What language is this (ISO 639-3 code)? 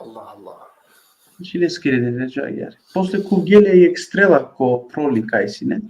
rmn